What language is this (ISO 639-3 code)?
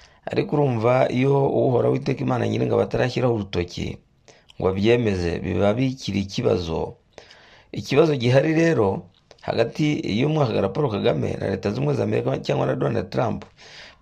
kin